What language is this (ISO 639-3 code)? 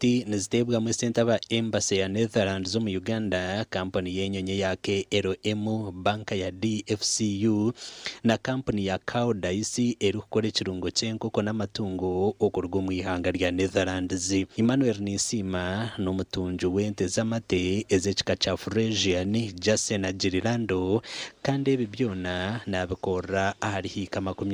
nyn